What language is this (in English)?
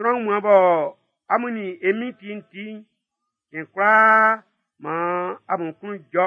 Baoulé